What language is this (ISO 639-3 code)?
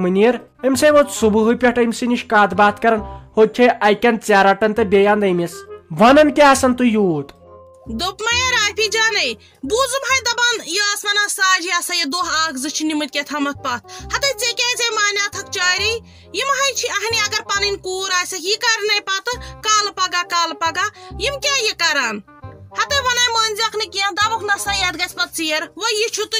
kas